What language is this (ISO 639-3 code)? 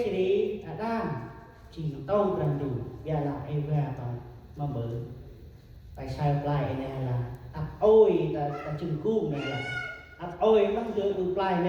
cmo